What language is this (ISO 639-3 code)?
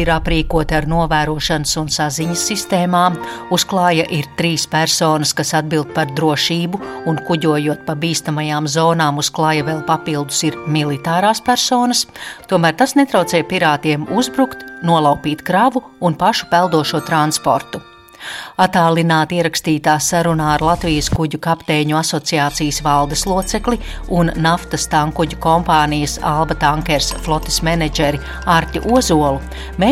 lav